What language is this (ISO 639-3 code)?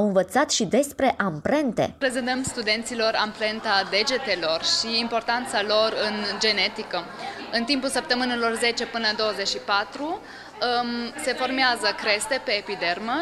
ron